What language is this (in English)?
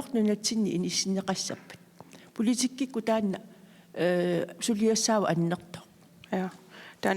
Kalaallisut